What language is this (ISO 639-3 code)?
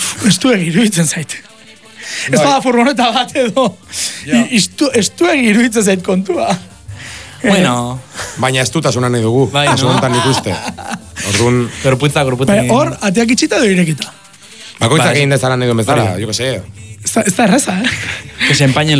eus